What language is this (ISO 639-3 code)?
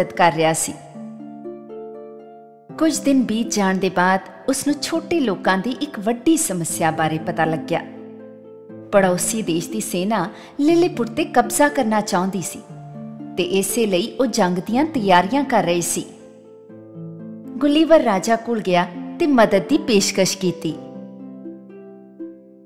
pan